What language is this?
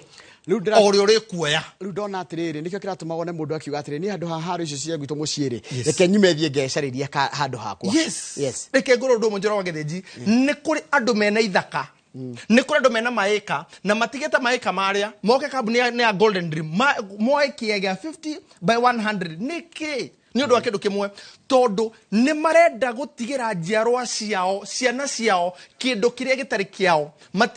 Kikuyu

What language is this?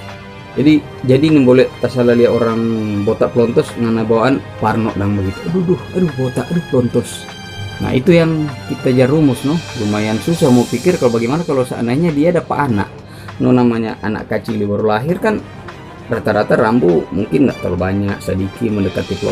Manado Malay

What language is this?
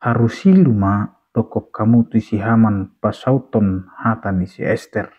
Batak Toba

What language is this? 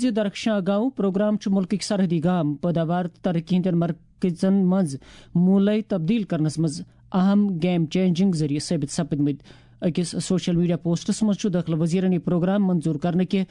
Kashmiri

